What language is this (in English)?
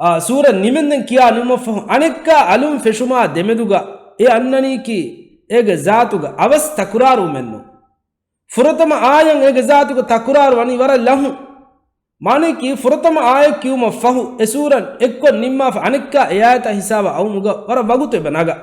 Divehi